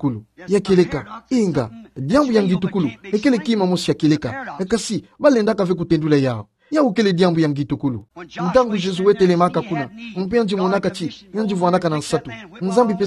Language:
Kituba (Democratic Republic of Congo)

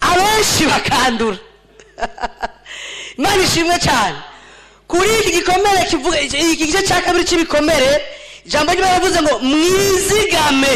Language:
Rundi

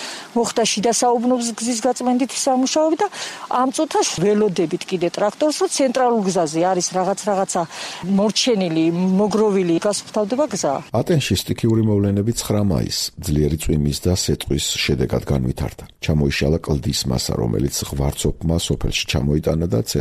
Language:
Georgian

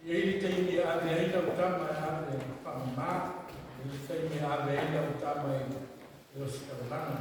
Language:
Samoan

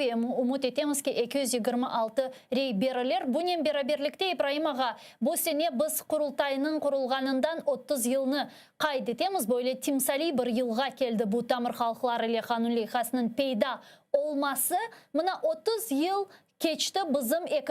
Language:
Crimean Tatar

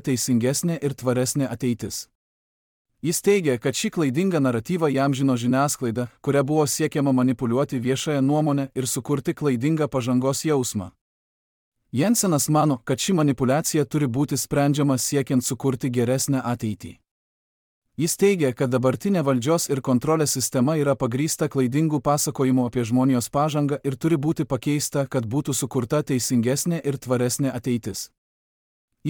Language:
Lithuanian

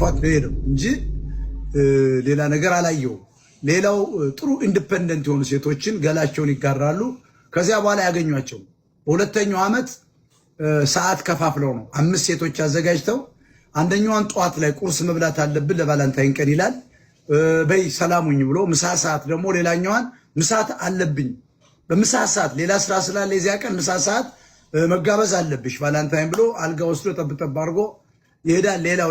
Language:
Amharic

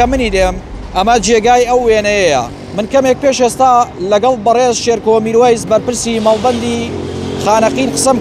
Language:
Central Kurdish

